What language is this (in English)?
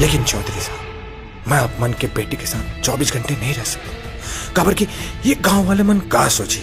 Chhattisgarhi